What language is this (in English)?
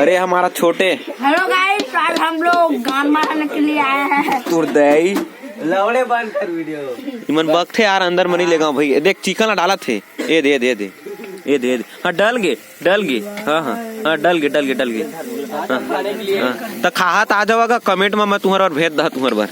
Chhattisgarhi